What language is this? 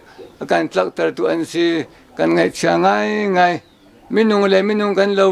Hakha Chin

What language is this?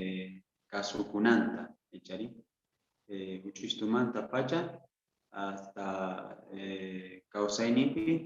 Quechua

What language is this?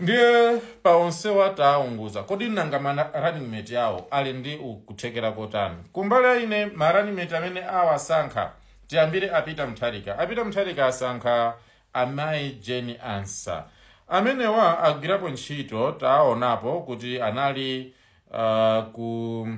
Nyanja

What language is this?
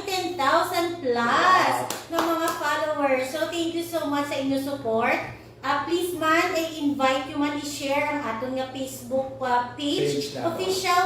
Hiligaynon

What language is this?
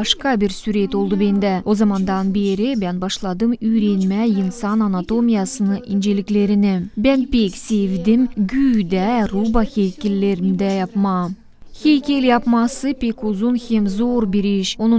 Gagauz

